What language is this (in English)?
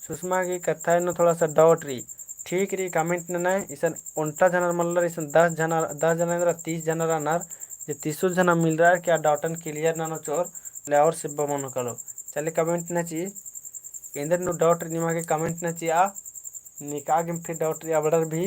Kurukh